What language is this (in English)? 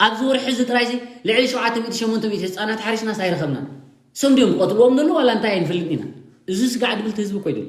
Tigrinya